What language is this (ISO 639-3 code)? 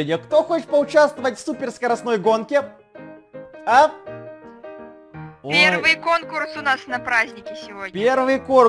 rus